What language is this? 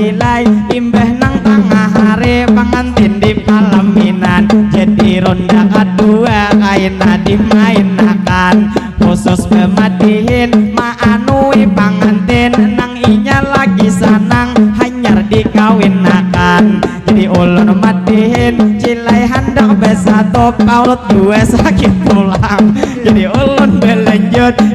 Banjar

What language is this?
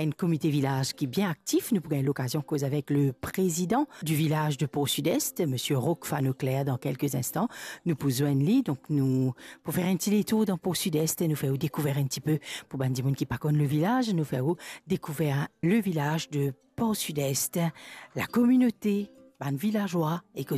Morisyen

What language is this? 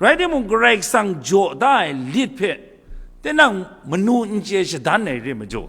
Kachin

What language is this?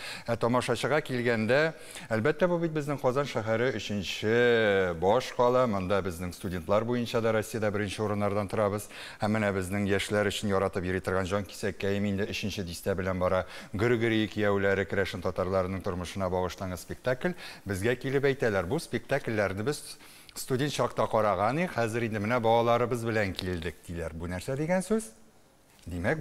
Tatar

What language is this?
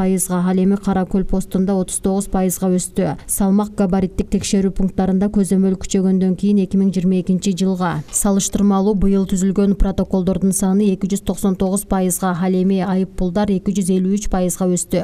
Kyrgyz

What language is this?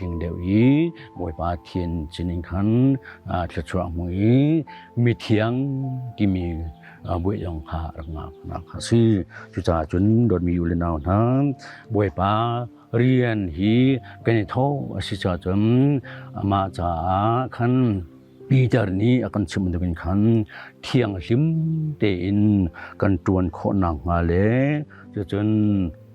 Hakha Chin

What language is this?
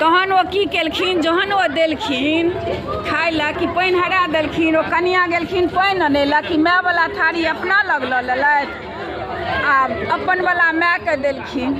Maithili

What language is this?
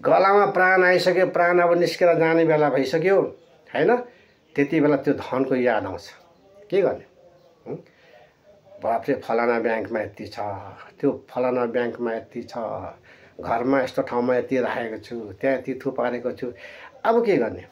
Nepali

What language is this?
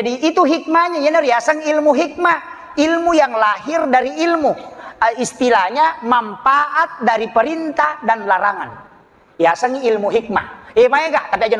Buginese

